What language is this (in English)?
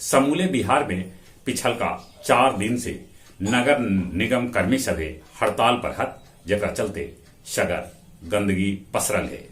Magahi